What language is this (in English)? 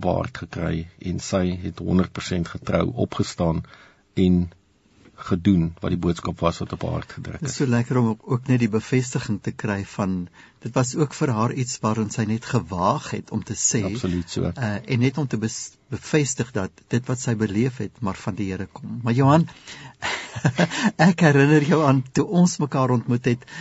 Afrikaans